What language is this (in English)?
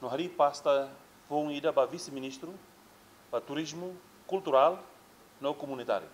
Tetum